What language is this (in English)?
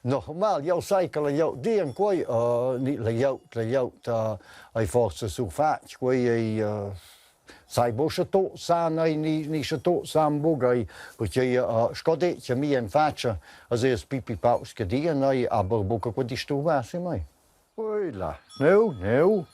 Romansh